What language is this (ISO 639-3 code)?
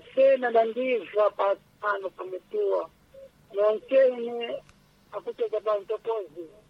seh